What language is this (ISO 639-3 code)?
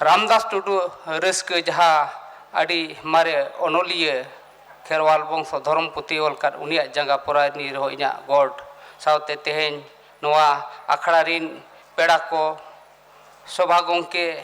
sat